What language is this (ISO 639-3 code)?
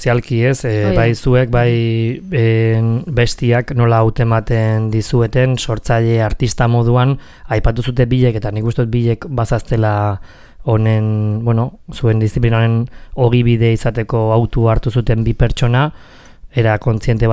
eus